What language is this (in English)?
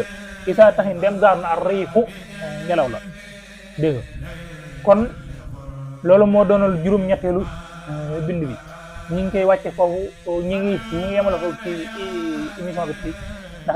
Wolof